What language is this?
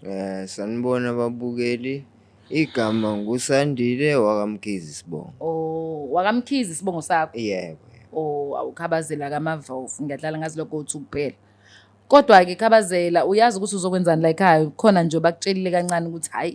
Zulu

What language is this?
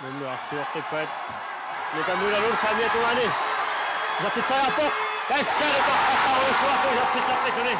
Kalaallisut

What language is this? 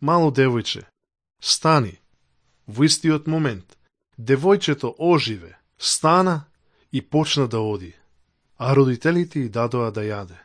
Macedonian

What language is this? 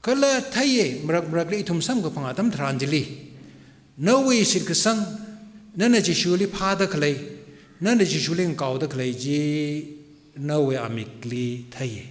Tangkhul Naga (India)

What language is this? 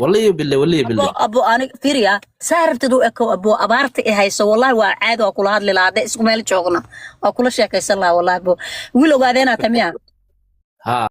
Somali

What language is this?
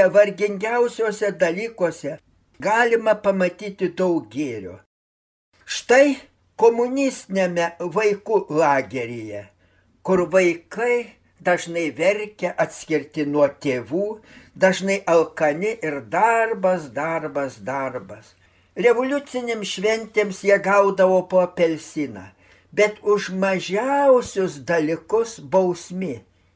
Lithuanian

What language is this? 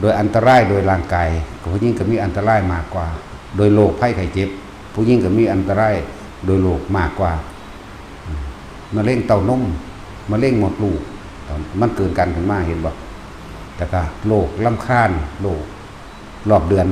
Northeastern Thai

